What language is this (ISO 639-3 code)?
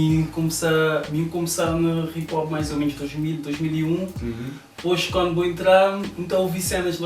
kea